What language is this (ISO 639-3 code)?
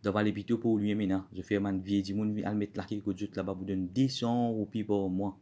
mfe